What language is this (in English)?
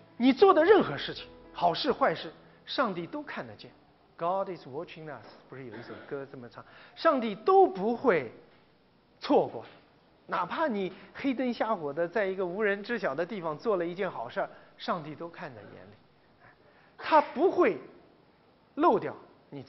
Chinese